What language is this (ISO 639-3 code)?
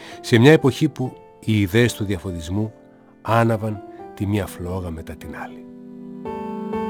ell